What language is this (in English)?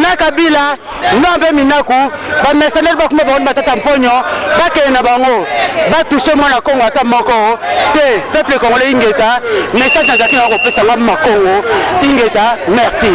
Lingala